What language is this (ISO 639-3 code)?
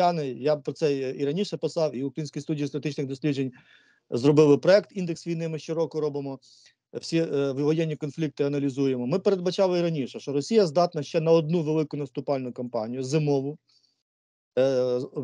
ukr